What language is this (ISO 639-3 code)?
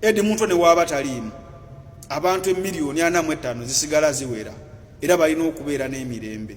lug